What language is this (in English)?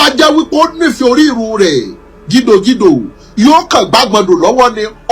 Yoruba